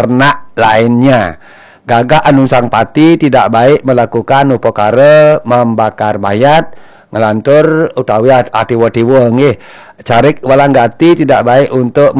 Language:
Balinese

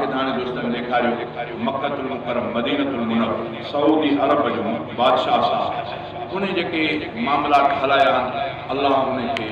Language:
Sindhi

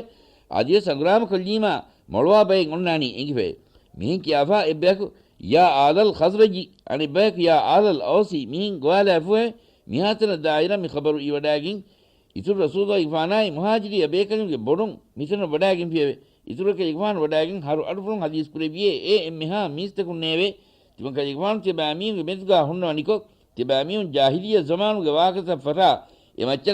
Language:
Divehi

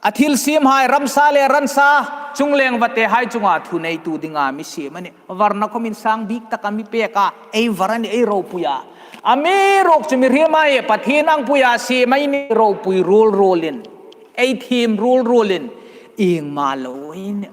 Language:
Hmar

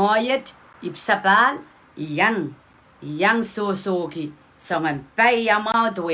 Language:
Pohnpeian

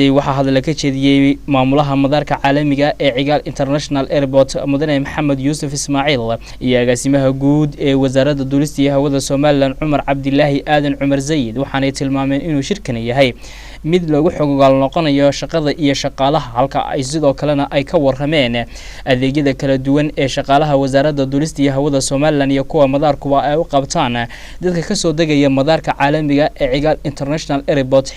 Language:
Somali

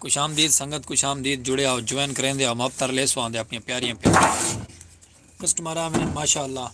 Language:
Saraiki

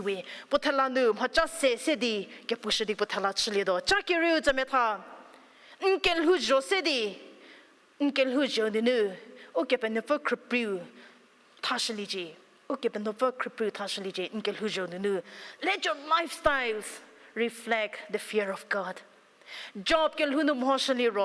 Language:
Angami Naga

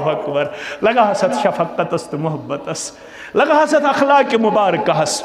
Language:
Kashmiri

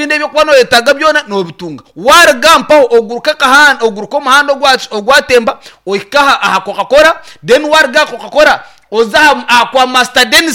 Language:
Nyankole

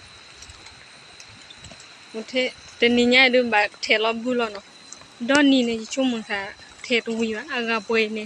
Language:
S'gaw Karen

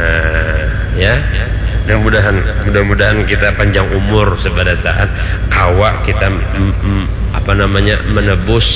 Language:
Banjar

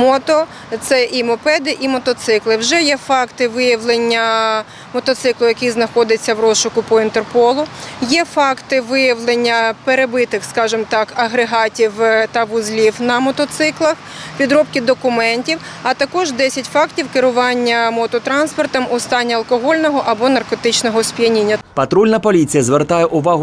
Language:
Ukrainian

